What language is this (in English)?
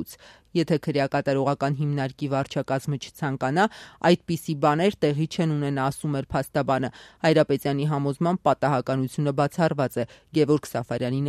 Armenian